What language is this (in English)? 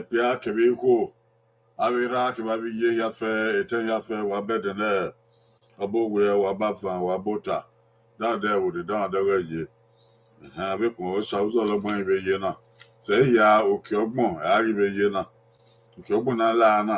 Bini